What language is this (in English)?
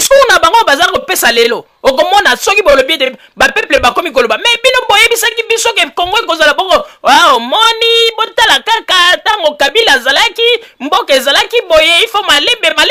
Lingala